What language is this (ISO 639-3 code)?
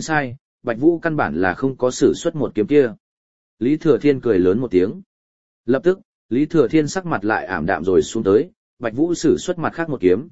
vie